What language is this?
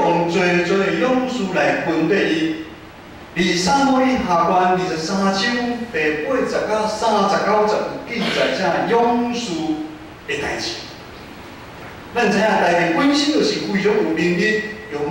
Min Nan Chinese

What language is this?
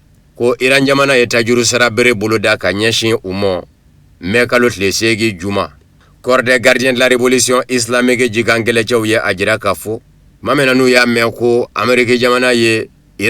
Bambara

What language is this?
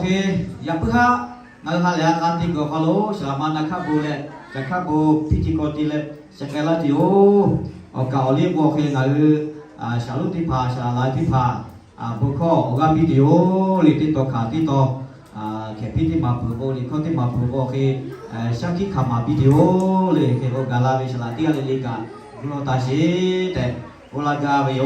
Lahu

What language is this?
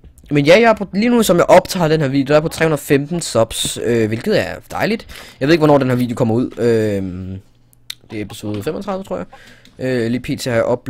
Danish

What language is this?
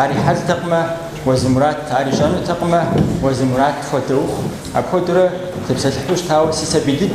Kabardian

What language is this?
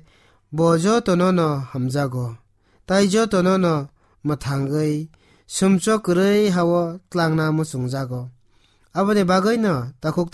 Kok Borok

